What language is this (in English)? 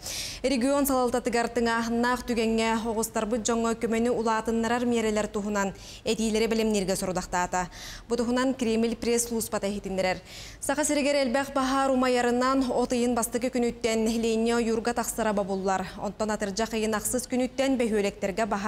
Yakut